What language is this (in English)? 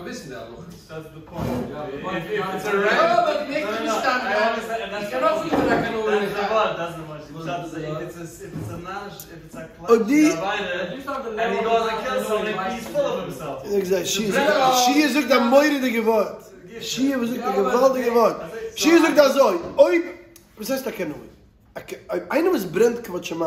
Yiddish